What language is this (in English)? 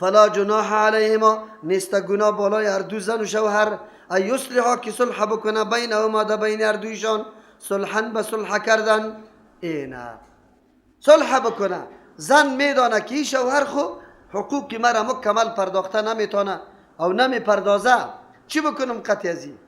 Persian